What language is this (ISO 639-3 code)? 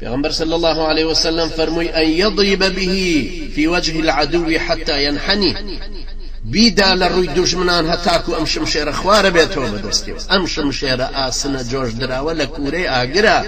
ckb